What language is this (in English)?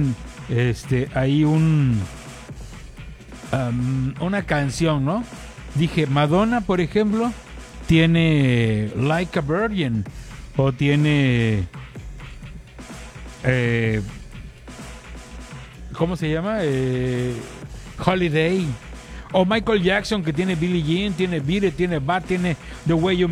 Spanish